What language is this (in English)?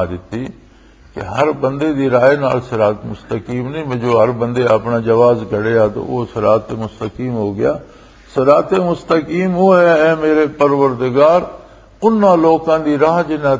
Western Panjabi